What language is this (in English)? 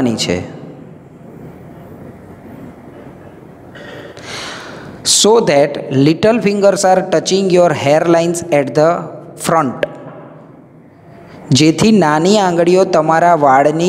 Gujarati